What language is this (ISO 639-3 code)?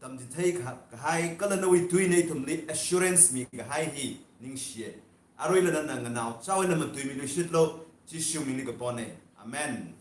nmf